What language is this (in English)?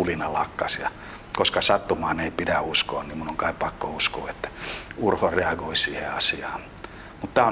Finnish